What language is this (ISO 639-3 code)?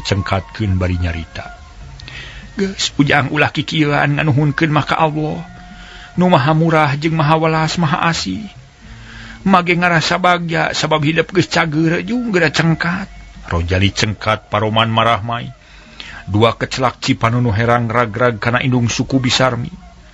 sun